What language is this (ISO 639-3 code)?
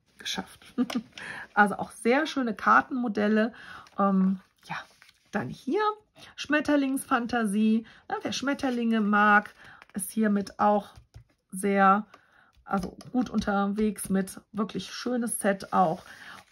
deu